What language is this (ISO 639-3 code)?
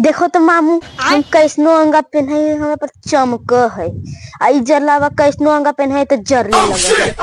mag